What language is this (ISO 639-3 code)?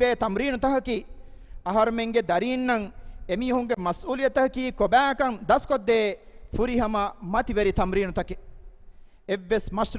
div